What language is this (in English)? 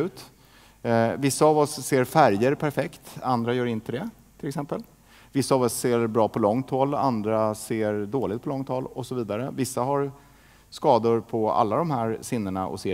Swedish